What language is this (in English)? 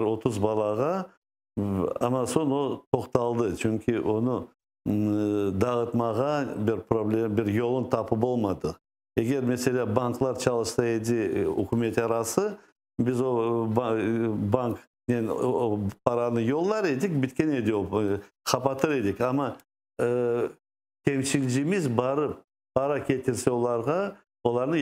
Crimean Tatar